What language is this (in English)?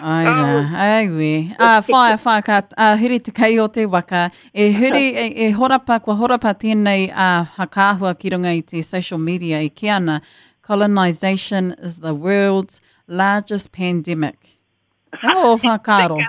Māori